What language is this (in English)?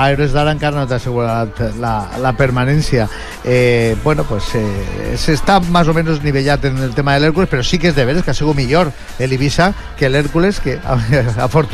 Catalan